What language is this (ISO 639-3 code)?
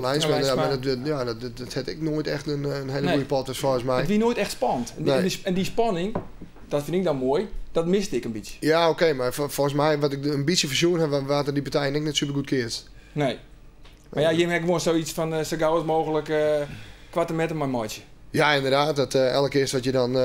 fry